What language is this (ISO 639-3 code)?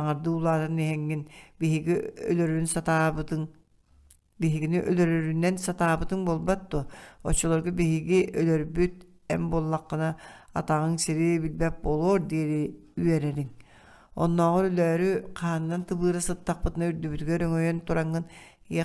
sah